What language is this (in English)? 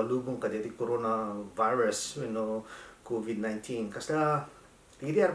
Iloko